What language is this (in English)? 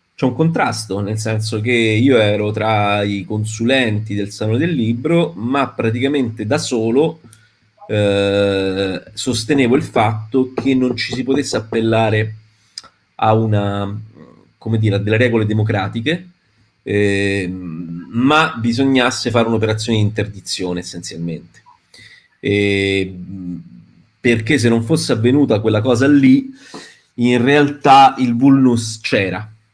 Italian